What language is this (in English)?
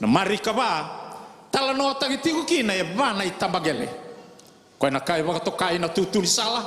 Fijian